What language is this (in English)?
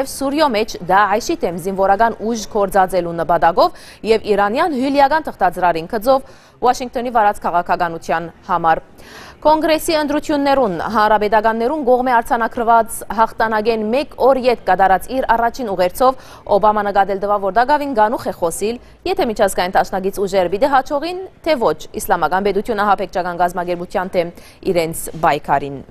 Western Armenian